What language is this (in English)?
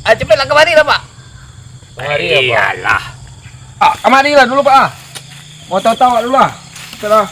Minangkabau